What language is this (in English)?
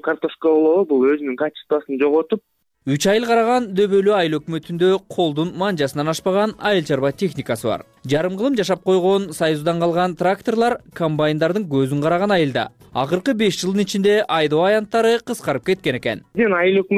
Kyrgyz